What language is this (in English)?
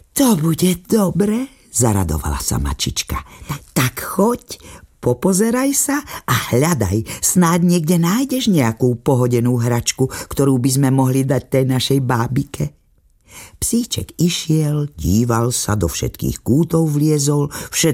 Slovak